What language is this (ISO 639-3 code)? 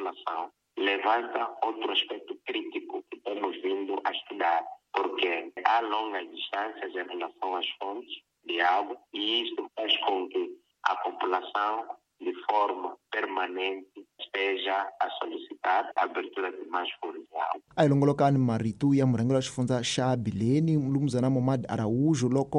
tso